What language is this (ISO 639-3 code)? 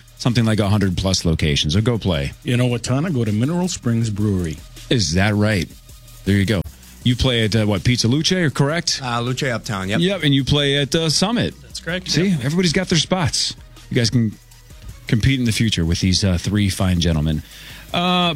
eng